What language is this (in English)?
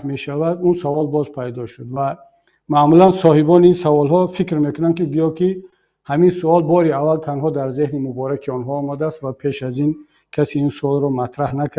Tajik